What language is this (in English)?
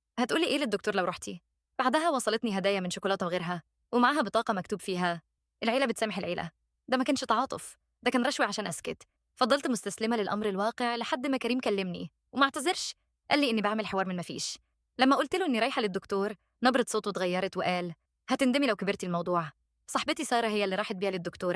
Egyptian Arabic